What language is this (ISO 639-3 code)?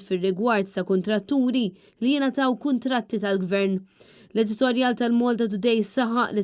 mlt